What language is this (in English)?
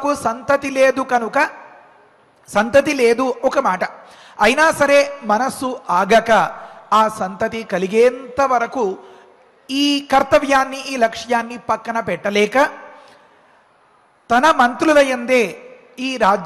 Telugu